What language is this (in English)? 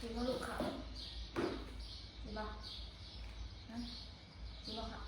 Northeastern Thai